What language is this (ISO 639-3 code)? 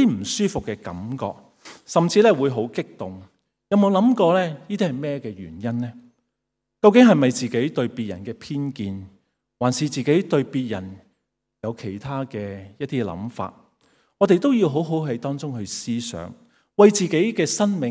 yue